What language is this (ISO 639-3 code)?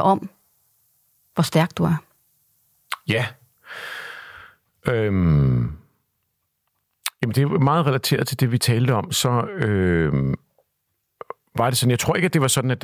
dan